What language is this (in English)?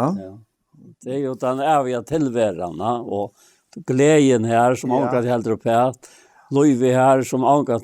Faroese